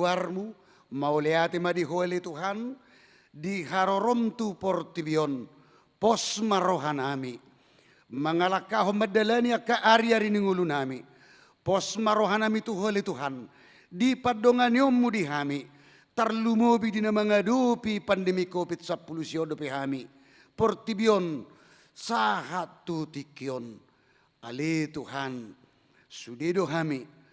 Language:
Batak Toba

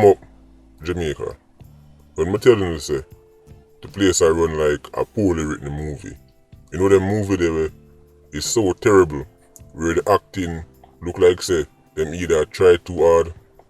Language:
Jamaican Creole English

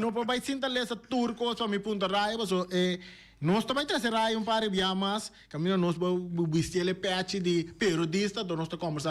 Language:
Papiamento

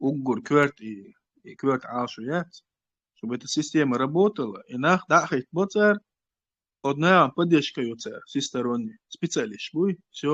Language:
Chechen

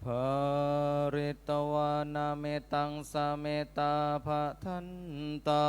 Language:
Pali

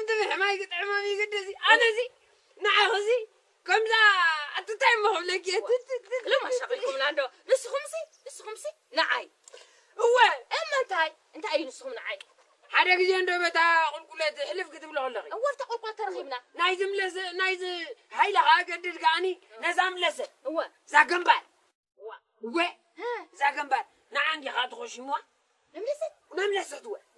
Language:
Tigrinya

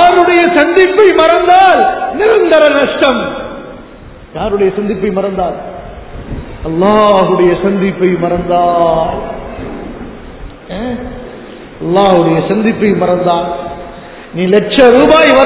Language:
Tamil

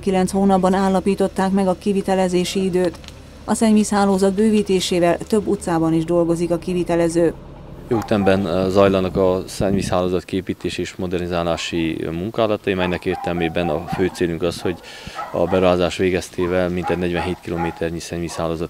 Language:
Hungarian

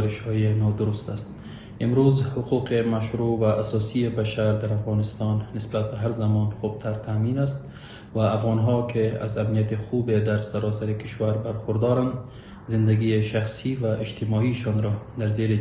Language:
Pashto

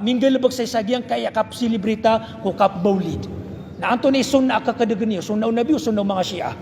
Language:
Maranao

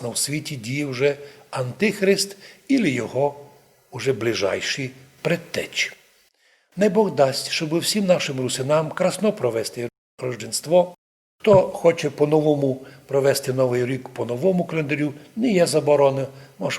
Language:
Rusyn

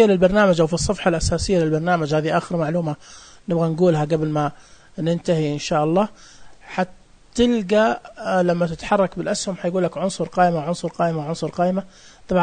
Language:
Najdi Arabic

